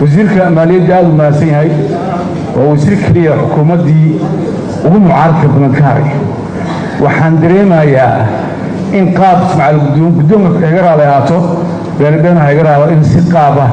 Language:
Somali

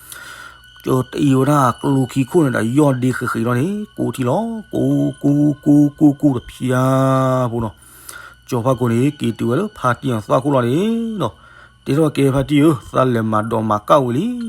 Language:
S'gaw Karen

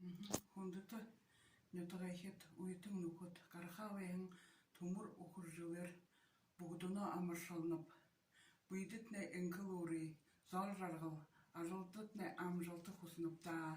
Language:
Buriat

